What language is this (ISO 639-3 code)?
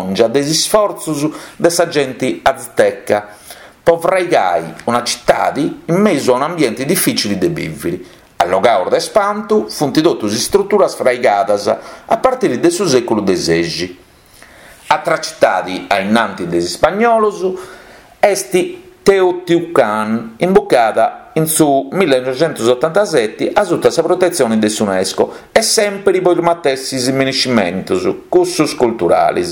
srd